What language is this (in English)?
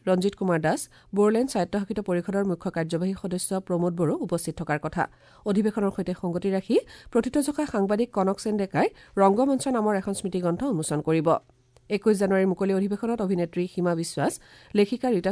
Assamese